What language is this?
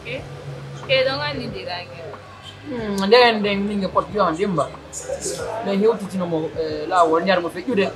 Pular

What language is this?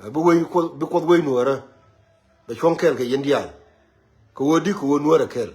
Nuer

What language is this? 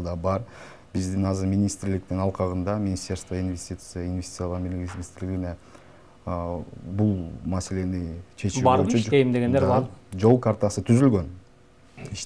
Kyrgyz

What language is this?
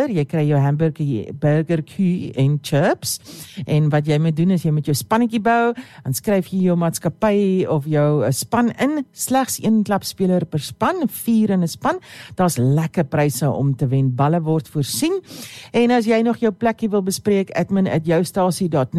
Afrikaans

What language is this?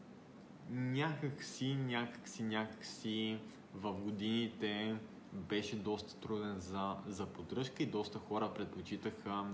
Bulgarian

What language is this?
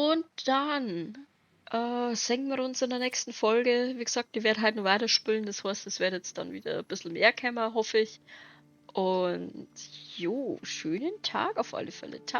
Bavarian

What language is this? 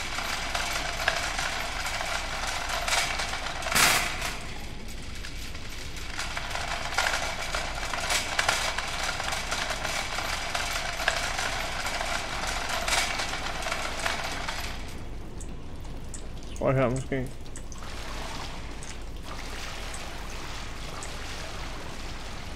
Danish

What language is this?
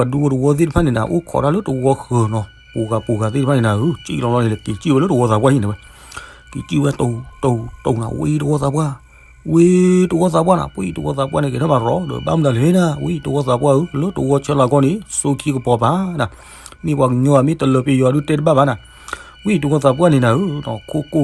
S'gaw Karen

